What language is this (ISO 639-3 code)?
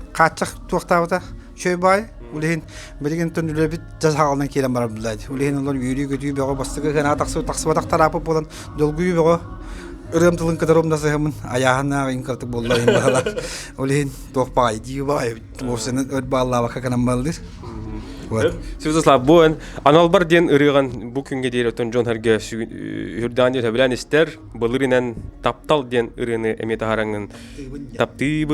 sah